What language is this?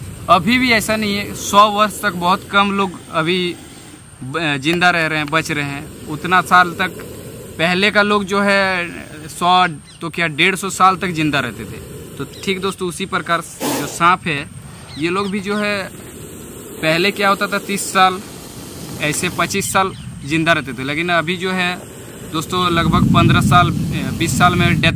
Hindi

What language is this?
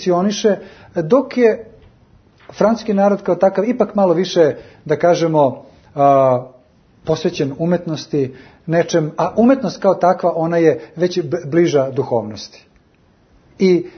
Serbian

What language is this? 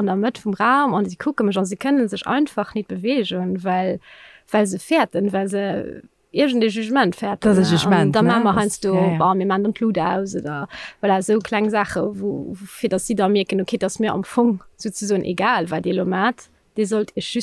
Luxembourgish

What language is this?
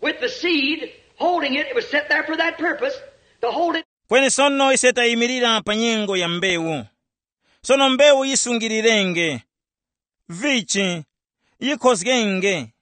Tumbuka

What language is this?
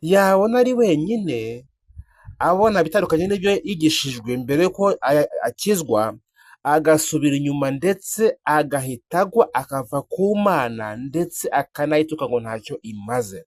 Kinyarwanda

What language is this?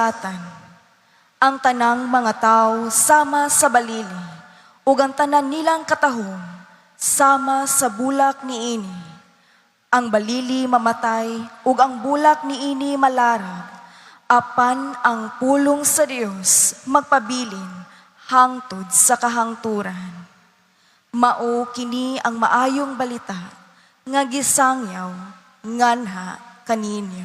Cebuano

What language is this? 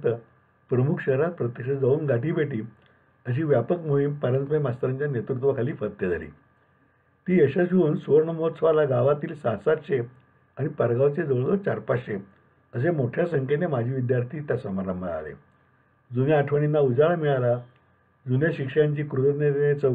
Marathi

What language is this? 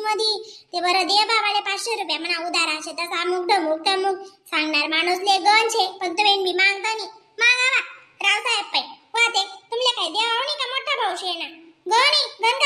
Khandesi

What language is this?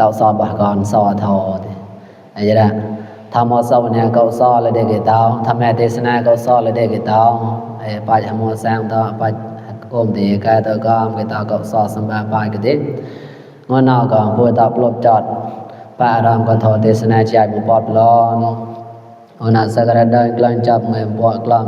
Mon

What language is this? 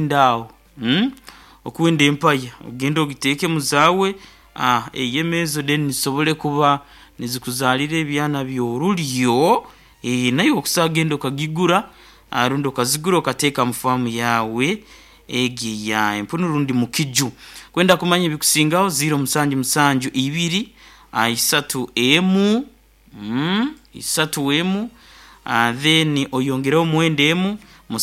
Nyoro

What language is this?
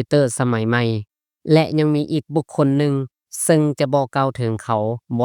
Lao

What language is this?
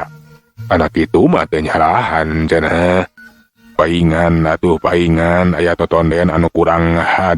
Sundanese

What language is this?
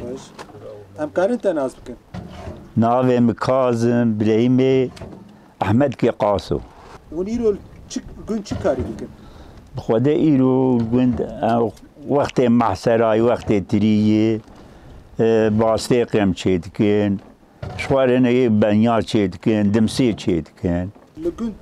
Kurdish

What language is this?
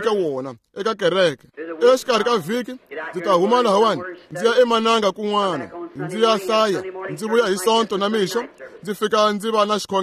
Tsonga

